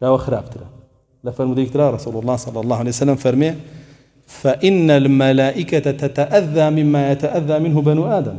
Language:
Central Kurdish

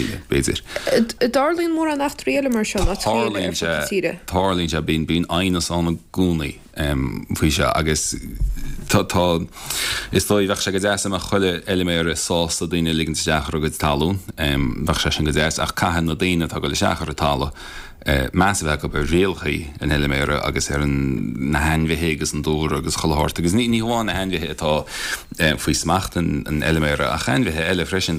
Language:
Irish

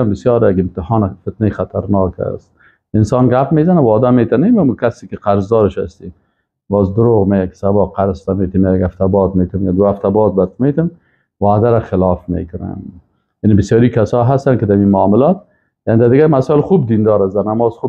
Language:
Persian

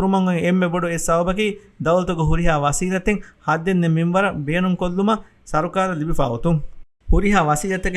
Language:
Divehi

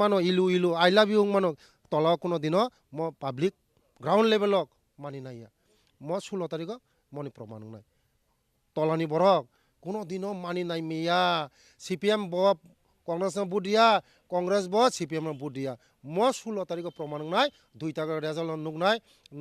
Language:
Kok Borok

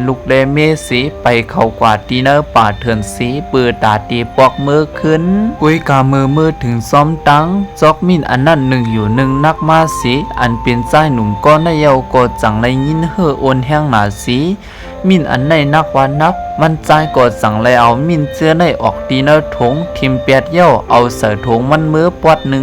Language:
Shan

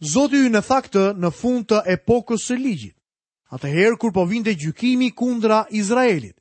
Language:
Albanian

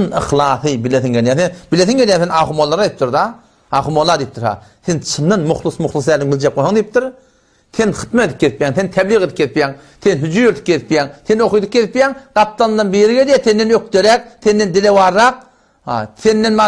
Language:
Turkmen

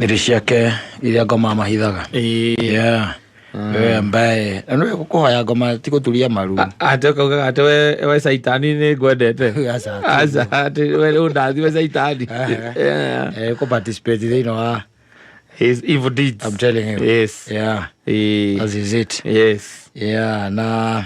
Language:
Kikuyu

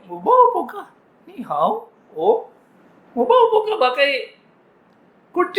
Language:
Cebuano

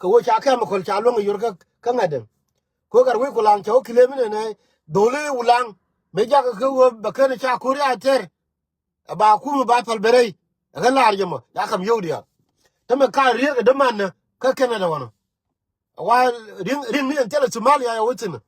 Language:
Nuer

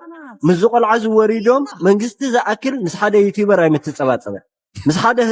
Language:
Tigrinya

